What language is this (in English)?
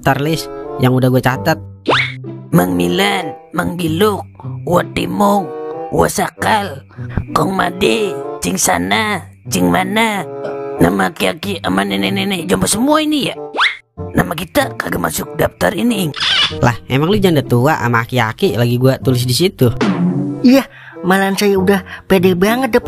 Betawi